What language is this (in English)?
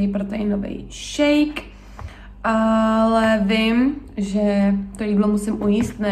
Czech